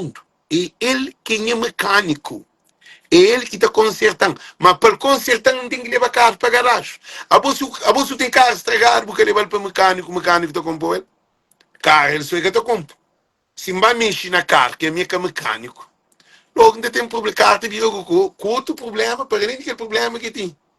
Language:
Kabuverdianu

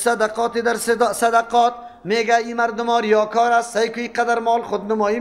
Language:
Persian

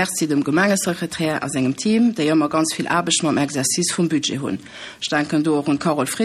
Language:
Luxembourgish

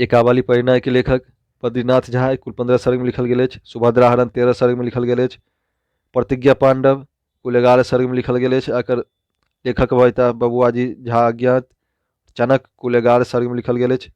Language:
Maithili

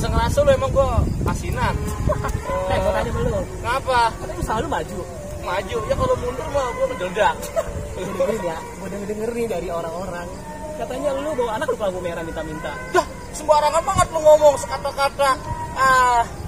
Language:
Betawi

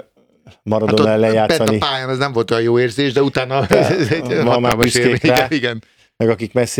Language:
Hungarian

